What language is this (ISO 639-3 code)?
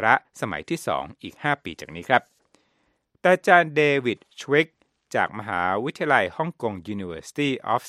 tha